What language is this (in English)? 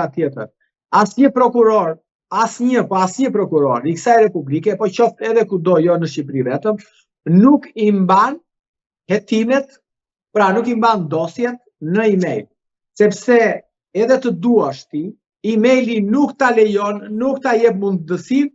Albanian